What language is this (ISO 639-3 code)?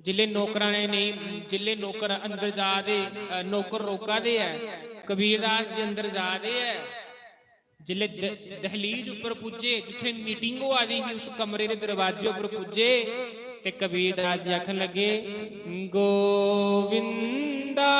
doi